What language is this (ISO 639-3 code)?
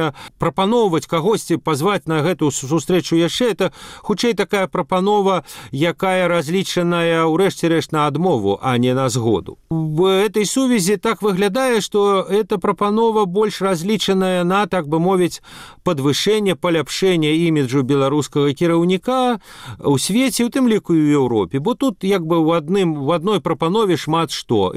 bel